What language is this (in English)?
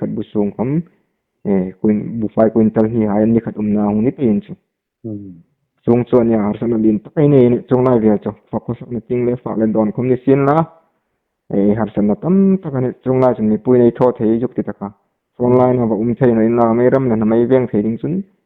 Hmar